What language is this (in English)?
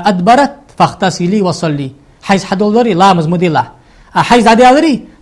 Ingush